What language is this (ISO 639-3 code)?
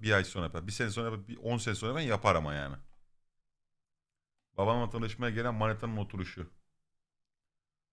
tur